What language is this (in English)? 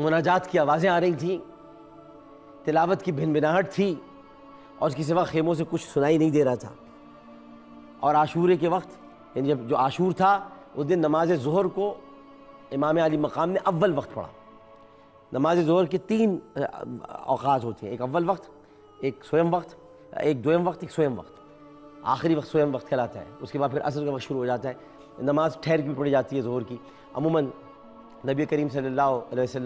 Urdu